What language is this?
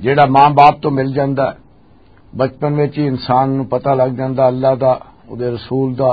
Western Panjabi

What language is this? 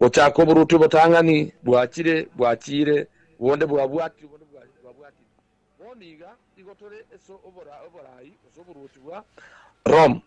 Gusii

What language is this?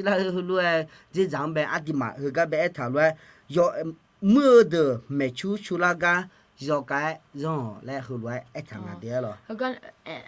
Akha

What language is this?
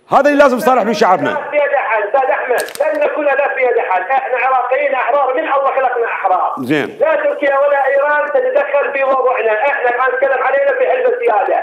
Mesopotamian Arabic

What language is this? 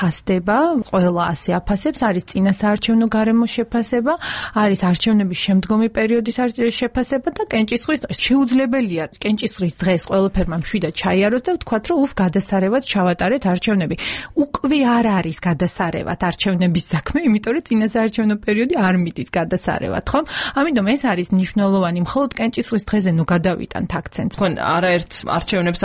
Georgian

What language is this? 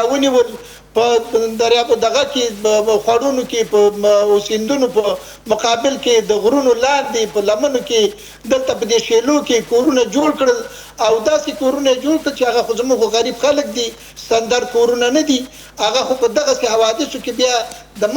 Pashto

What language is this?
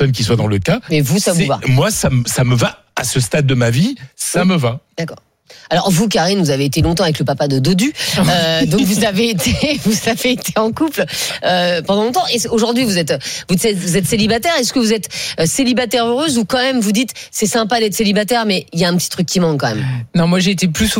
French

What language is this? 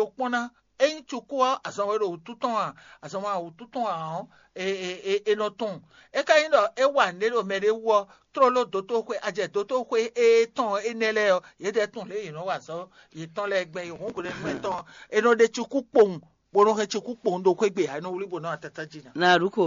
Fon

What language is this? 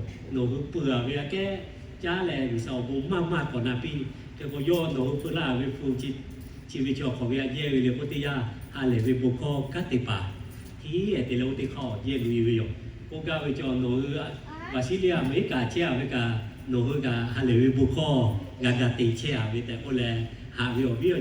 Lahu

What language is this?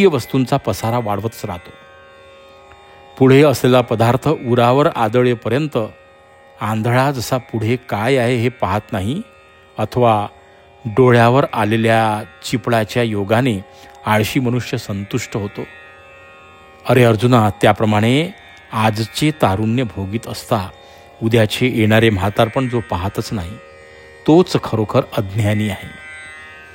Marathi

